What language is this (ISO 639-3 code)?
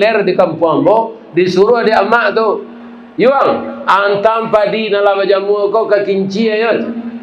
min